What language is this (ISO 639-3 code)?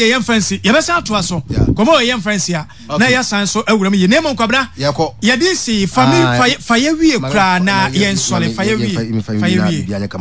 aka